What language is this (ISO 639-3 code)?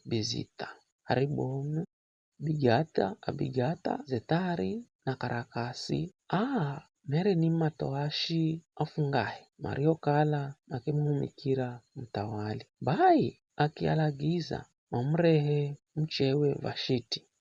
nyf